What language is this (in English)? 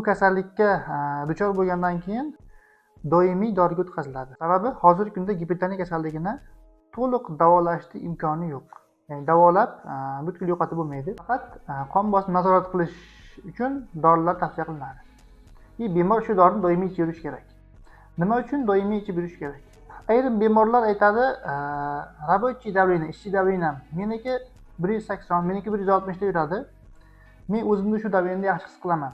Uzbek